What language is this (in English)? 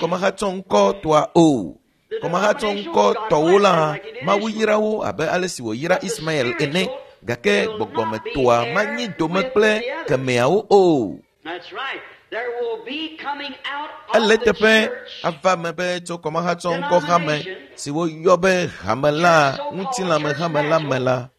Ewe